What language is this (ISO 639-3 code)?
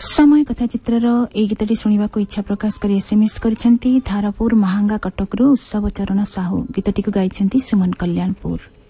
ori